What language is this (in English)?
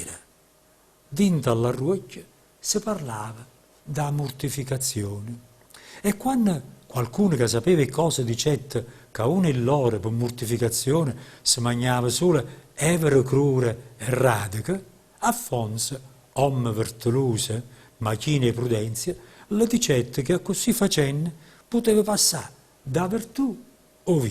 Neapolitan